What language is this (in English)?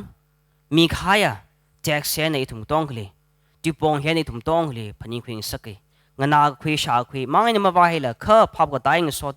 Tangkhul Naga (India)